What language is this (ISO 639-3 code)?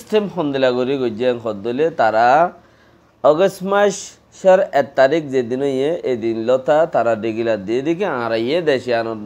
rhg